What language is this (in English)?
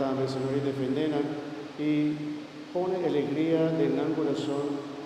Papiamento